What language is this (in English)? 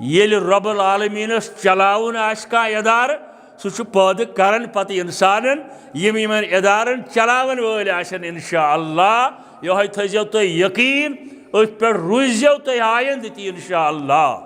Kashmiri